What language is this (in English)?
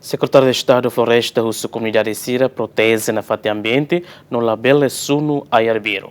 Tetum